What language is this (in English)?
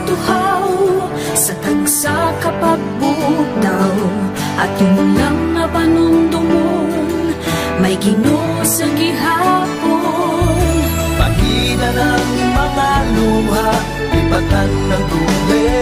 Hiligaynon